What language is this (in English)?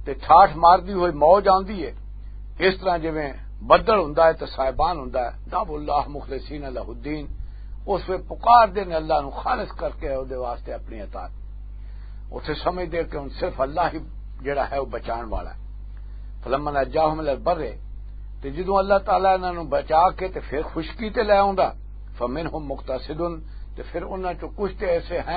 Western Panjabi